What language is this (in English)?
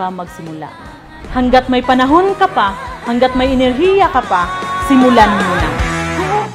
Filipino